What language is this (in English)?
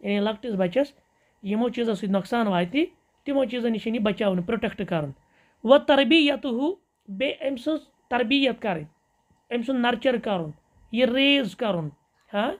Kashmiri